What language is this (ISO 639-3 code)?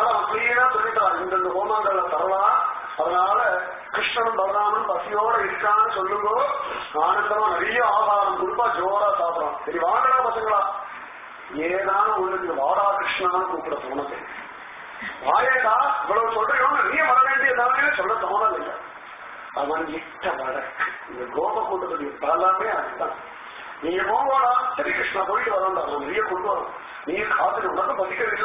tam